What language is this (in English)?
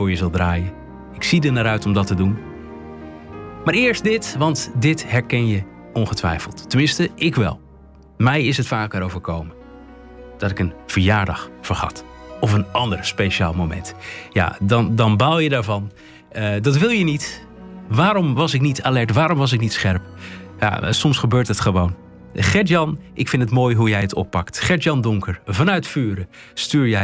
Dutch